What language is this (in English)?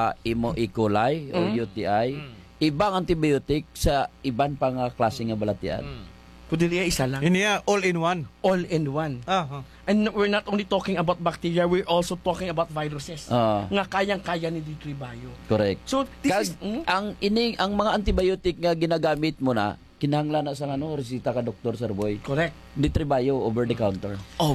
Hiligaynon